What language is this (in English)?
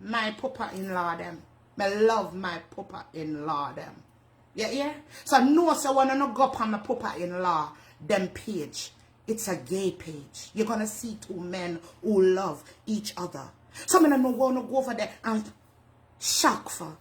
Jamaican Creole English